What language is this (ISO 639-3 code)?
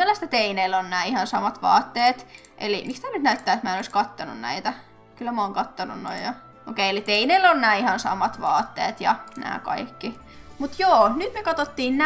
fin